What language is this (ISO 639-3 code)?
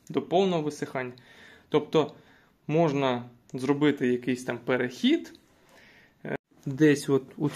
ukr